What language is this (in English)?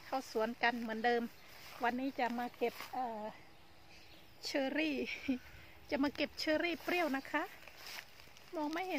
Thai